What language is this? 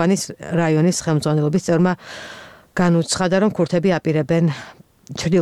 Georgian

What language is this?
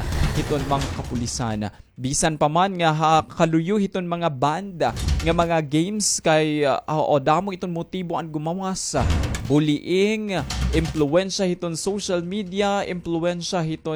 Waray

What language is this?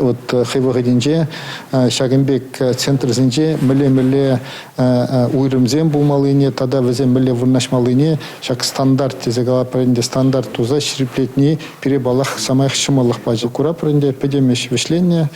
Chuvash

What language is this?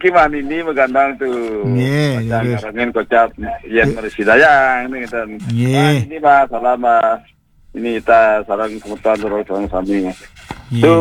Balinese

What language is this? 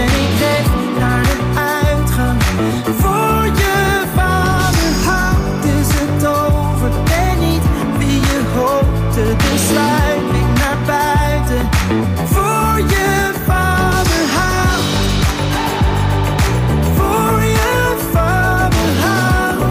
Dutch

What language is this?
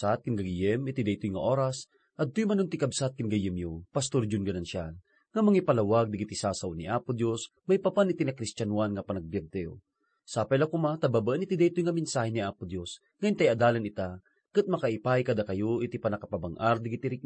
Iloko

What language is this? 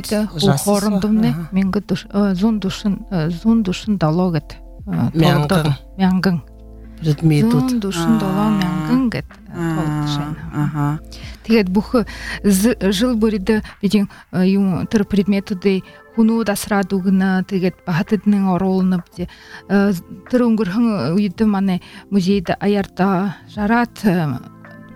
Buriat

